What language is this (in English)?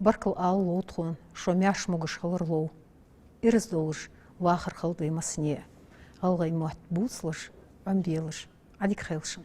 Ingush